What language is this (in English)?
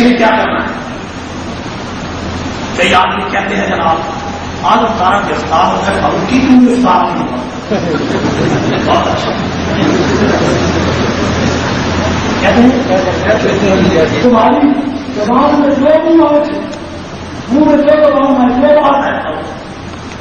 Urdu